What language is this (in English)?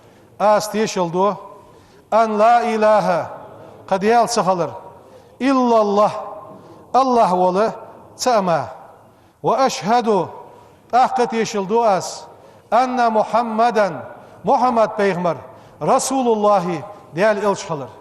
Ingush